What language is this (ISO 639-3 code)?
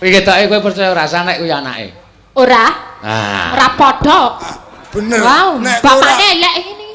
jav